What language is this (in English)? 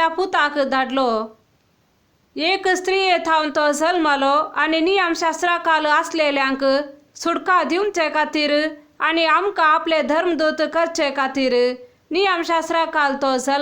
Konkani